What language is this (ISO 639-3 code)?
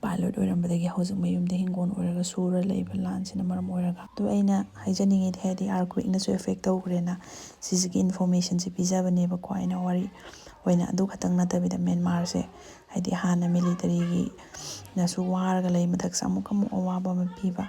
mni